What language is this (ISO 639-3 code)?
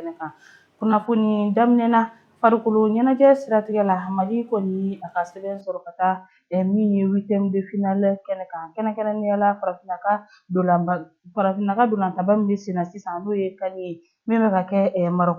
bam